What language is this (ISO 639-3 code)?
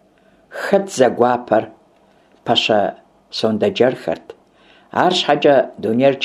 kbd